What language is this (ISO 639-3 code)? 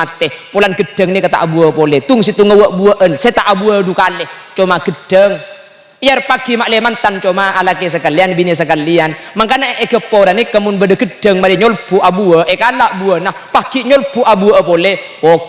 mad